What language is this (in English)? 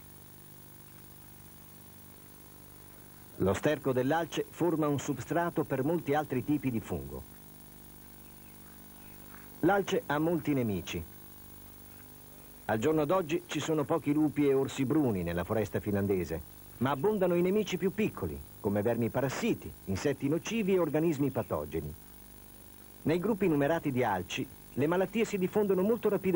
Italian